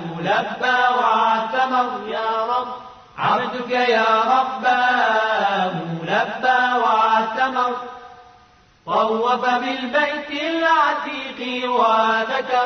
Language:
Arabic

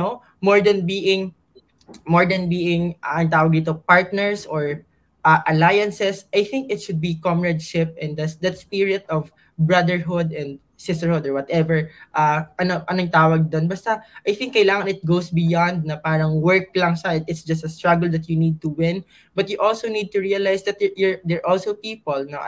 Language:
Filipino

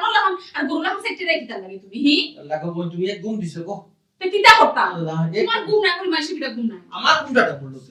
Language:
Sylheti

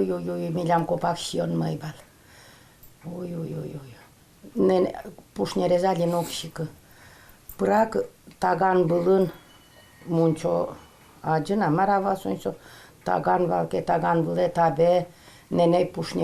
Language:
Udmurt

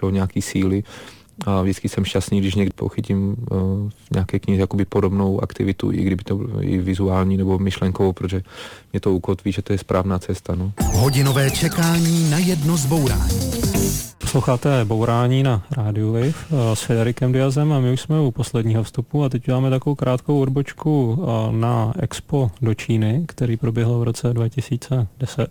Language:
Czech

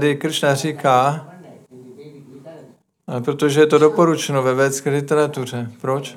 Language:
Czech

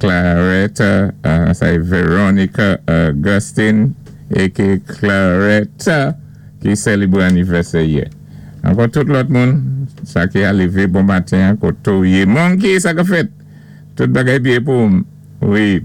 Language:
Saint Lucian Creole French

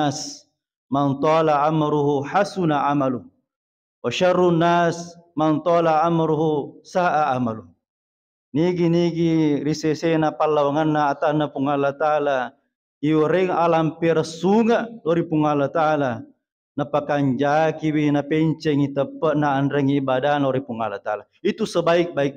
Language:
Buginese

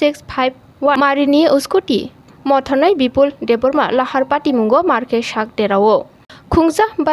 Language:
Kok Borok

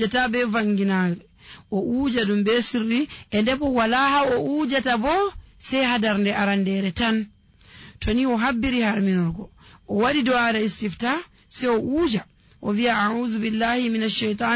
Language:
Nigerian Fulfulde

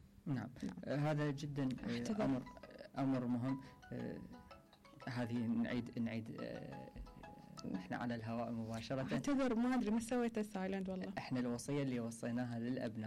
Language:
Mesopotamian Arabic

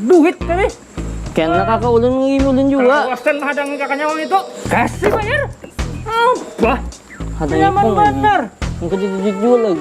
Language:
Banjar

